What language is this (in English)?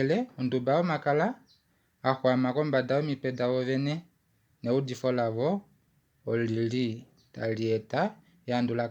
Kuanyama